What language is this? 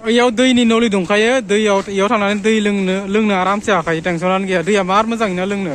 Bodo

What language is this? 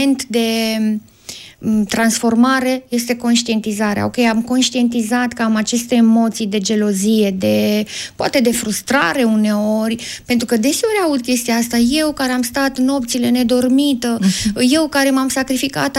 Romanian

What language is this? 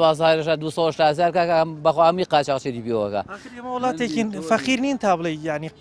Central Kurdish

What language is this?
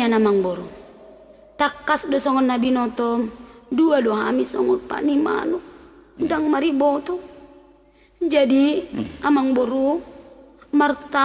Batak Toba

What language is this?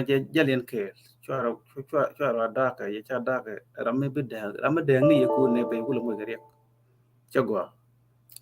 Nuer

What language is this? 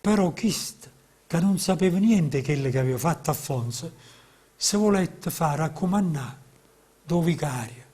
Neapolitan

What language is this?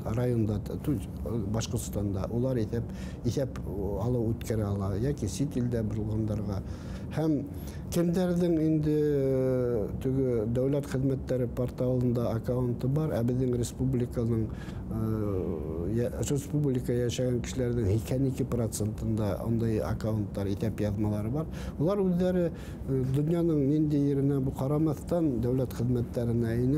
Bashkir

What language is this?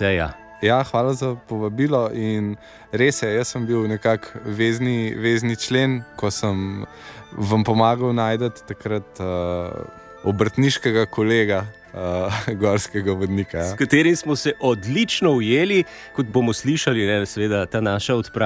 Slovenian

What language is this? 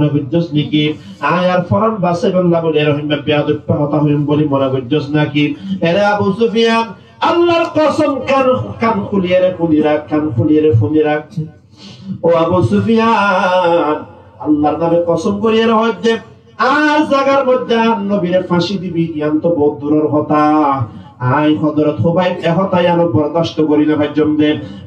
Rohingya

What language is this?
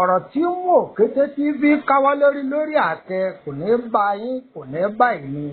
Yoruba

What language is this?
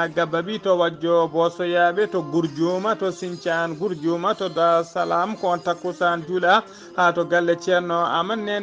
Fula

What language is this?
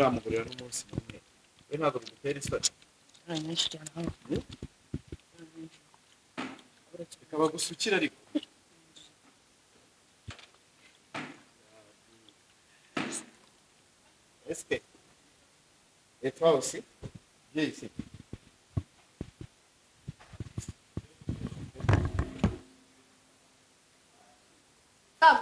Kinyarwanda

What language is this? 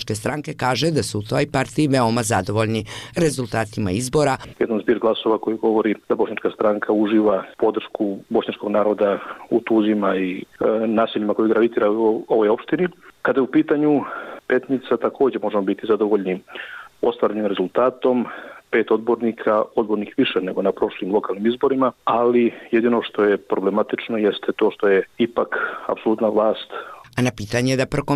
Serbian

